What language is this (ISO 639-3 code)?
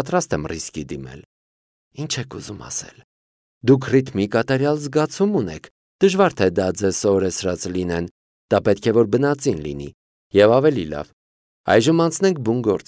hye